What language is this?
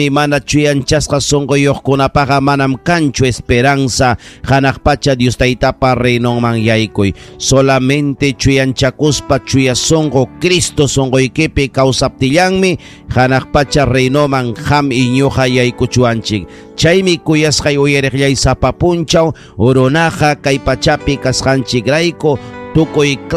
Ayacucho Quechua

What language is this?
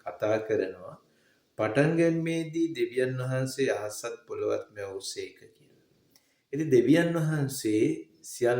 Sinhala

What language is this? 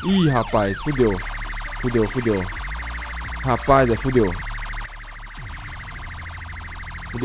Portuguese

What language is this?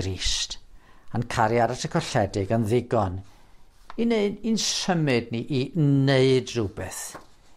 Welsh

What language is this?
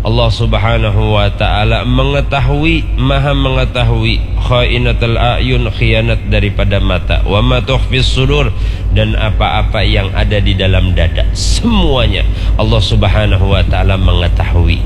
Banjar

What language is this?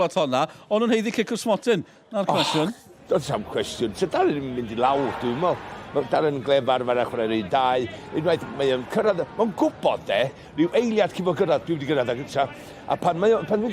Welsh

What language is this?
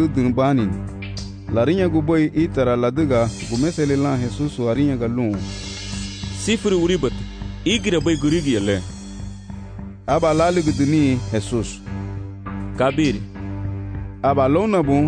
Garifuna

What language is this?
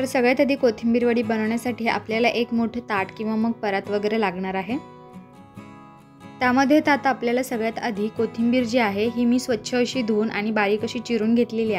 Marathi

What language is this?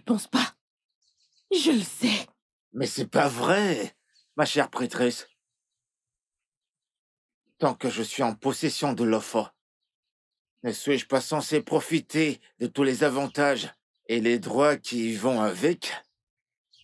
French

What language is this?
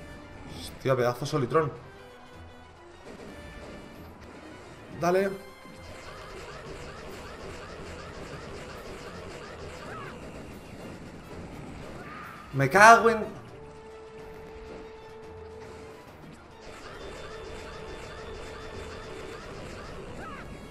Spanish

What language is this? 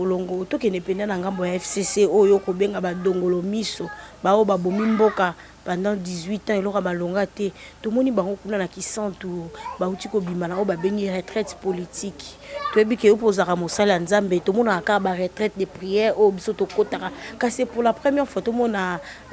Lingala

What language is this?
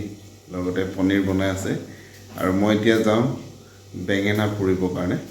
Assamese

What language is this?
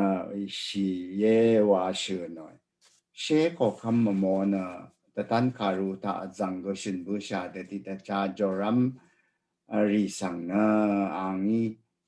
Rawang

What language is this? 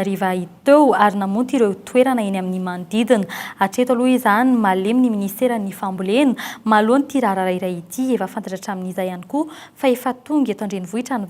Malagasy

